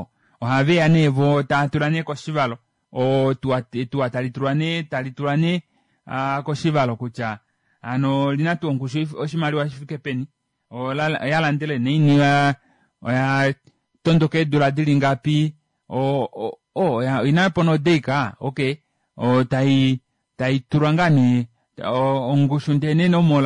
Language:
Kuanyama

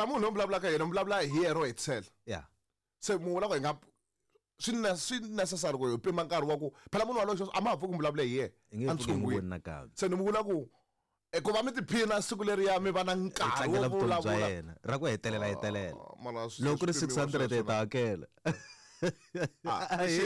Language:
Tsonga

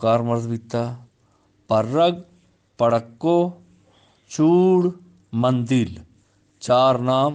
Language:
Eastern Balochi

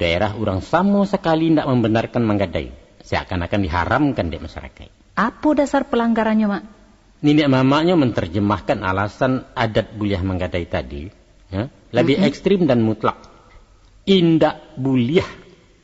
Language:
Minangkabau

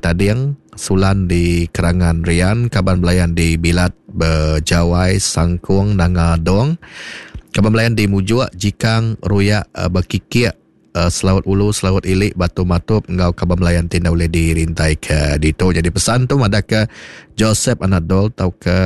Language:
Iban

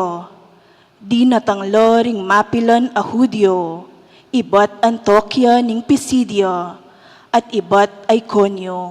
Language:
Pampanga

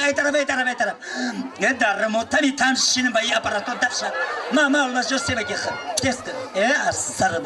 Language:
Tajik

